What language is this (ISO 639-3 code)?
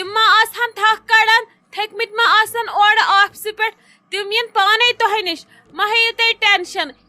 kas